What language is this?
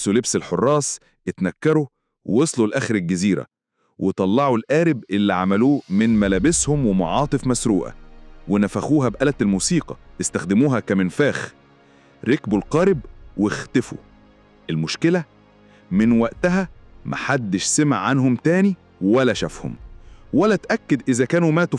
Egyptian Arabic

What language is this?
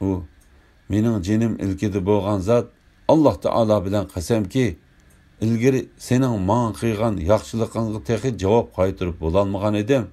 Uyghur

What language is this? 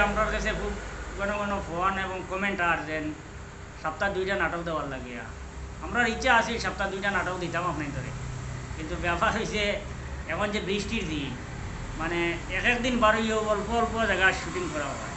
Sylheti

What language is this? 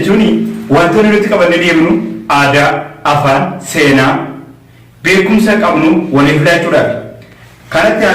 Oromo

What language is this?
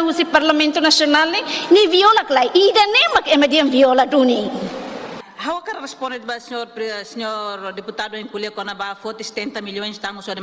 Tetum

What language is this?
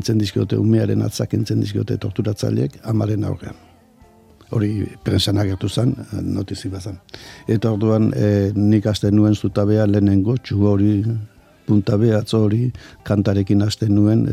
Basque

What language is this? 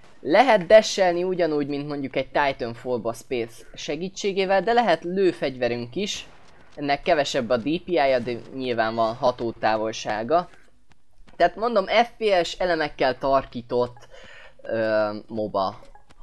Hungarian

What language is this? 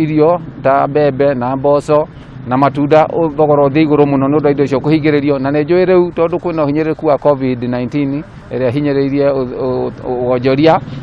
Kikuyu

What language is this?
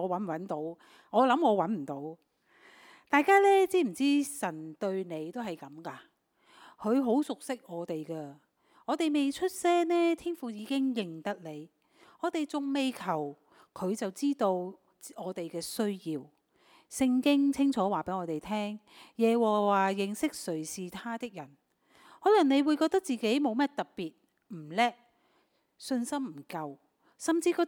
Cantonese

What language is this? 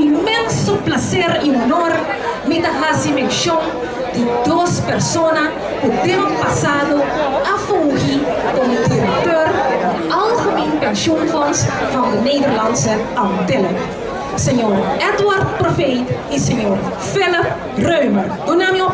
Papiamento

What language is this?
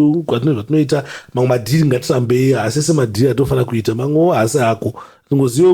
Shona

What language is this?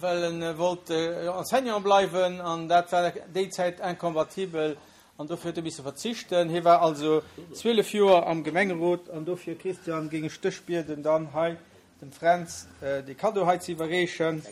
Luxembourgish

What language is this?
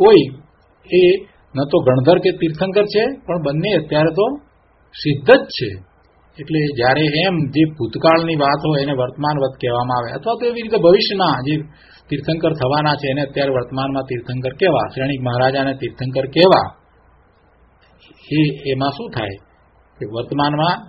Gujarati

